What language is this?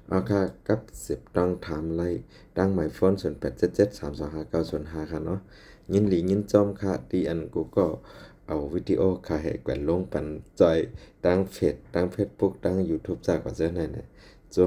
Shan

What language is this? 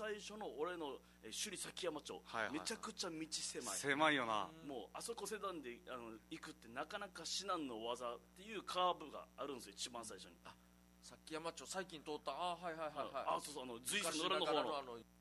Japanese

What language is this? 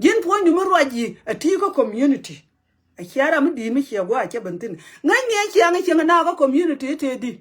Nuer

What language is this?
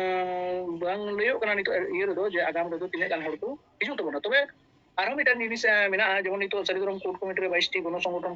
Santali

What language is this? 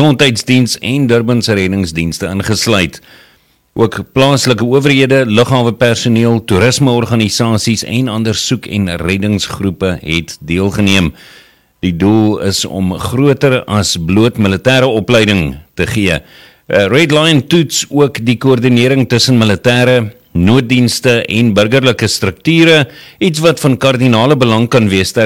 Afrikaans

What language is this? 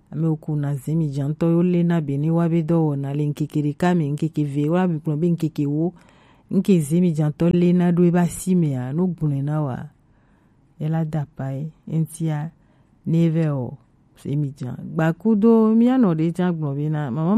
Gen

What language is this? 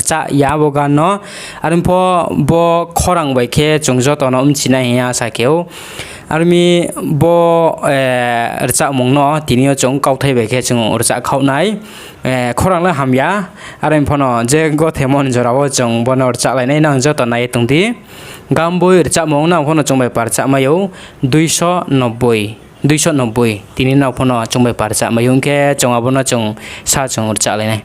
Riang (India)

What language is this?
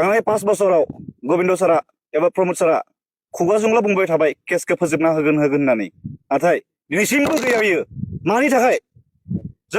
Bodo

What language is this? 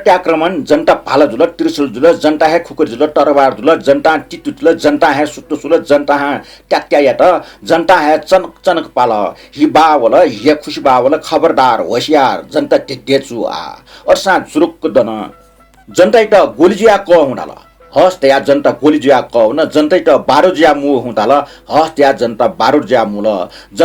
Newari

